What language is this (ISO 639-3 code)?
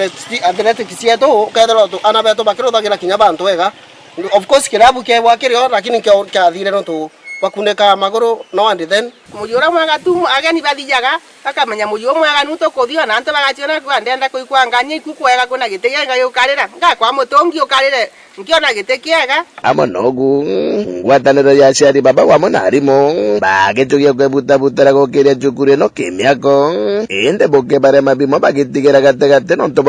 mer